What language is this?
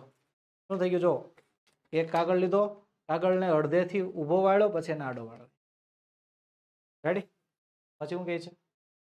Gujarati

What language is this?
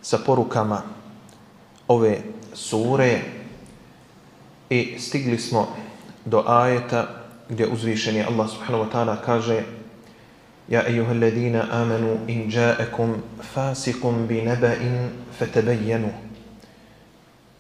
Bosnian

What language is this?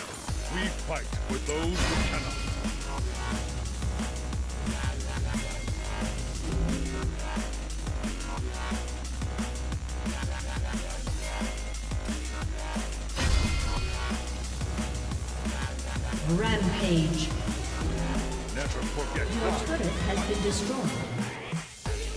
English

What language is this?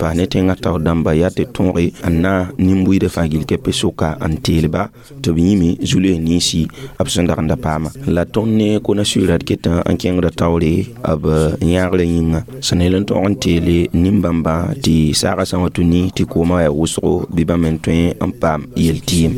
Mossi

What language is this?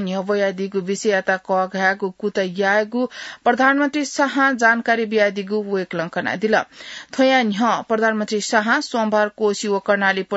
Newari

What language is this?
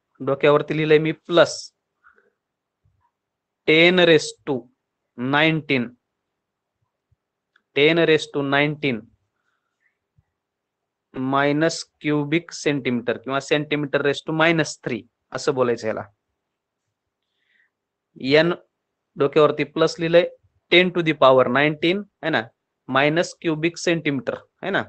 Marathi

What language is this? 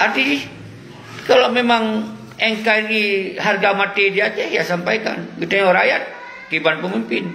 Achinese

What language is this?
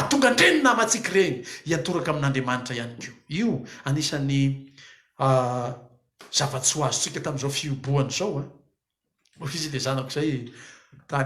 Malagasy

